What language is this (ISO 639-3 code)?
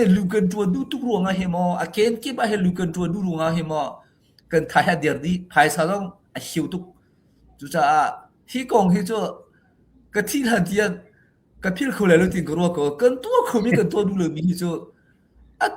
cnh